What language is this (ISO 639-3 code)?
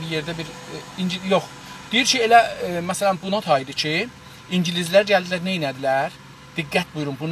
azb